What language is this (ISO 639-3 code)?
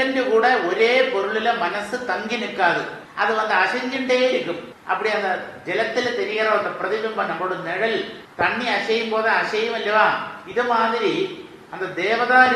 tam